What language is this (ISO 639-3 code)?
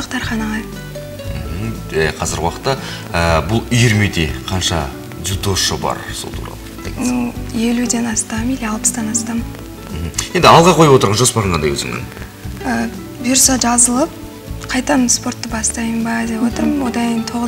kaz